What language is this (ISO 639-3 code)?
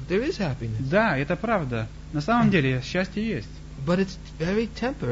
rus